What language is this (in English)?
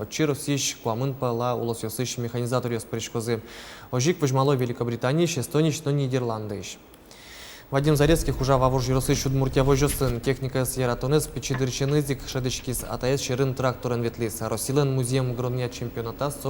Udmurt